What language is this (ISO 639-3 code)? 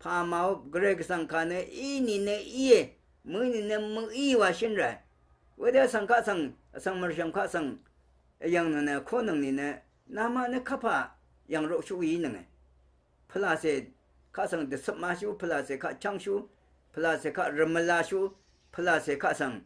raw